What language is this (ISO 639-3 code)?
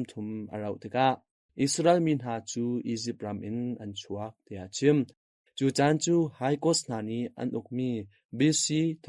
cnh